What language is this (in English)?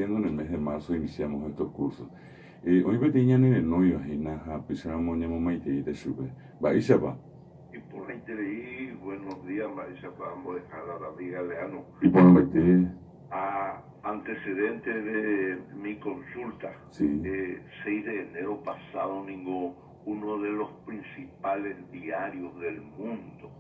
Guarani